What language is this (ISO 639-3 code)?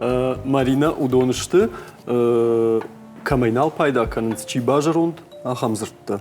oss